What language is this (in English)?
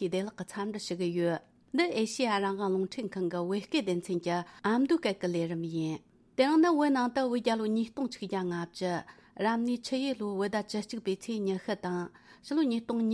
Tibetan